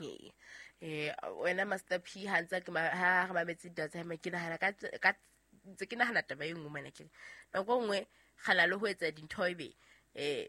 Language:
Southern Sotho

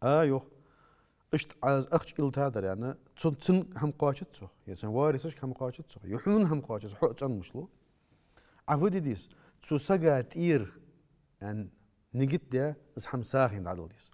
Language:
Ingush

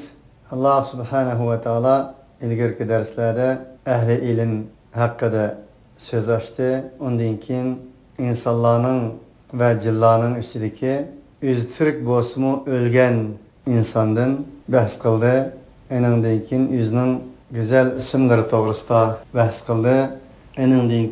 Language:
Uyghur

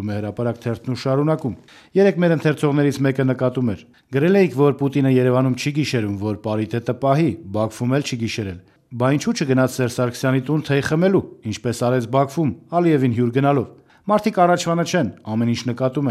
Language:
Armenian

